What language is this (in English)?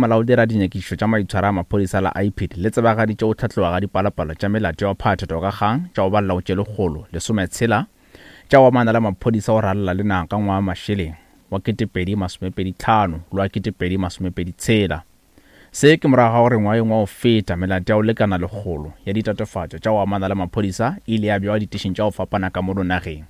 Northern Sotho